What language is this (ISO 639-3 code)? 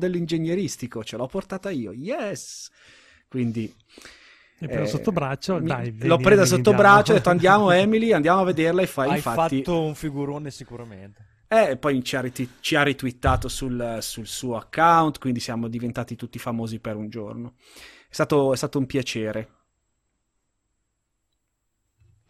ita